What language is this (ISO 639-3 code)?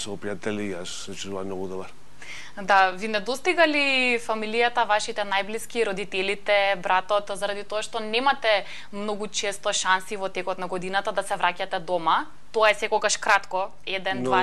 mkd